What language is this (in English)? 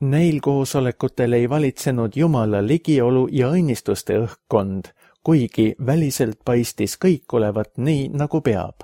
Estonian